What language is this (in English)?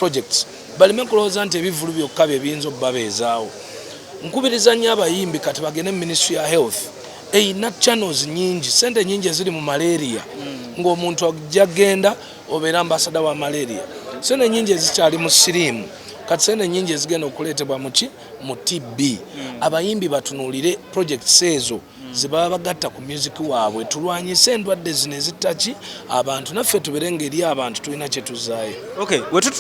Ganda